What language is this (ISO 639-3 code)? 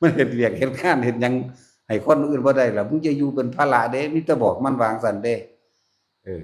tts